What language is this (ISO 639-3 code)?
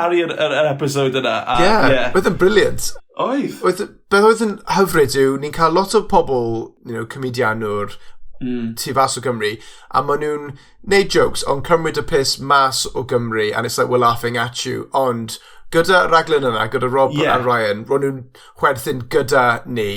cym